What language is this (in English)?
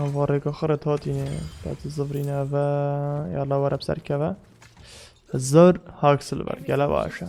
Kurdish